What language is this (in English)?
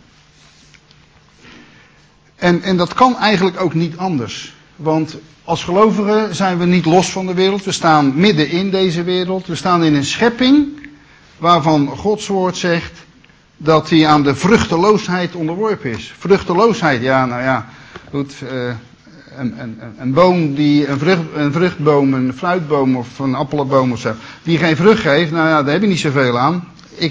Dutch